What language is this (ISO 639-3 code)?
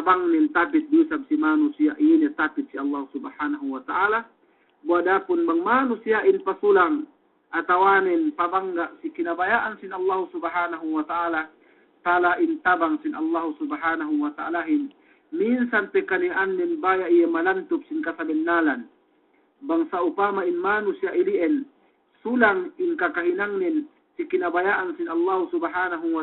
yka